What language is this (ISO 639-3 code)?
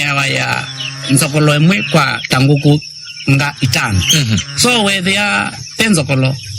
kam